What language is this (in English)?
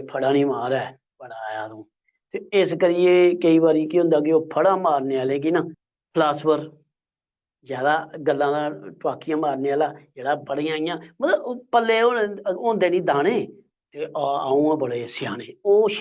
Dogri